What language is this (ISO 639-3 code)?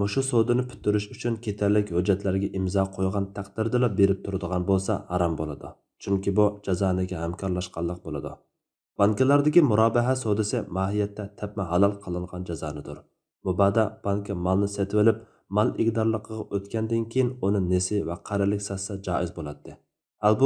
uig